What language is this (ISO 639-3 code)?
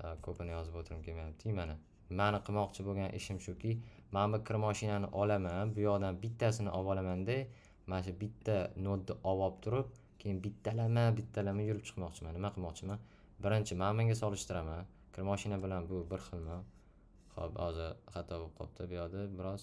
uzb